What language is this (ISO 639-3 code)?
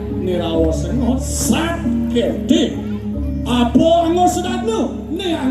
ban